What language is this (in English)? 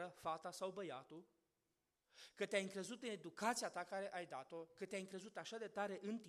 Romanian